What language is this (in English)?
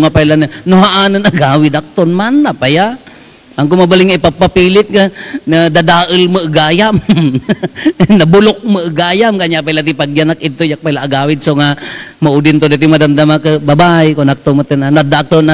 Iloko